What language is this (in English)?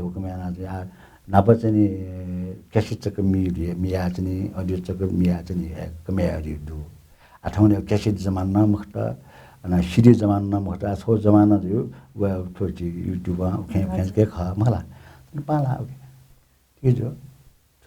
Newari